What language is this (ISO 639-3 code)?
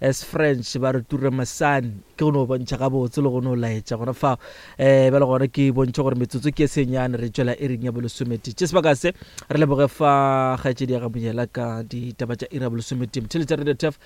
nso